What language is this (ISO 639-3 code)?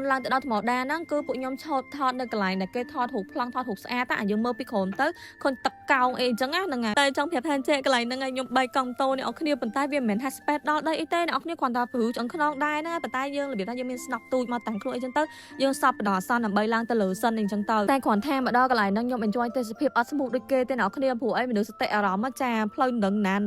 khm